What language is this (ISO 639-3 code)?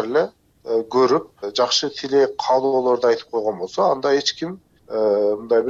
kir